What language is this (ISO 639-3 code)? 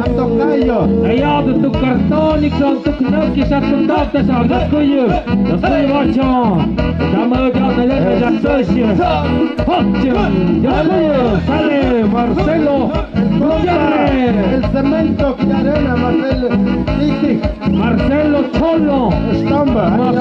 mxp